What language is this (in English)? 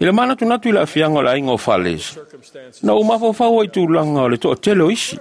Samoan